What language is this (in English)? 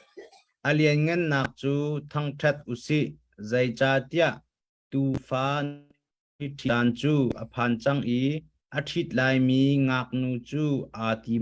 Hakha Chin